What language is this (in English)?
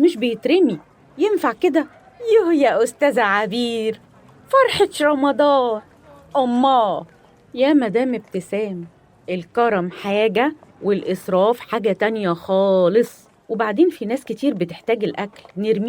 Egyptian Arabic